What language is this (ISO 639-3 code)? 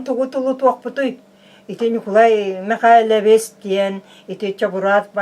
sah